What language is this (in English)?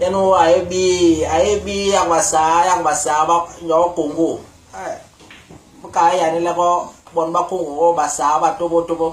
Basaa